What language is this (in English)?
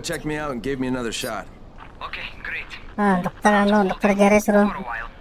Banjar